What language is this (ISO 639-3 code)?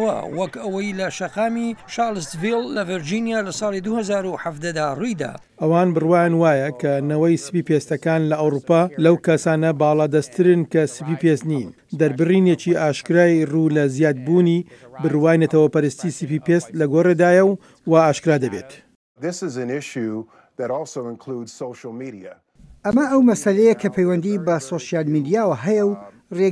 ckb